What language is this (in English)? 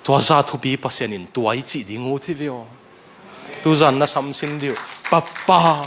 Tedim Chin